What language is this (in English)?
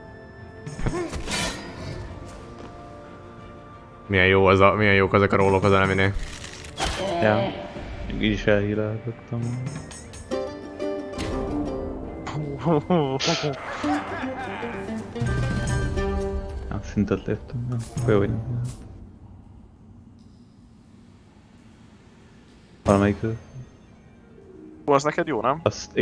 Hungarian